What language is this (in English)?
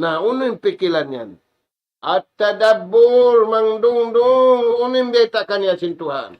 Tausug